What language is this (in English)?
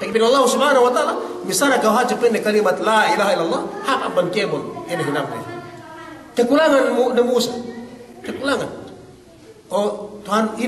Yakan